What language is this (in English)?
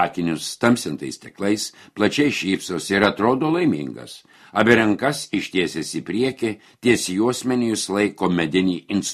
Lithuanian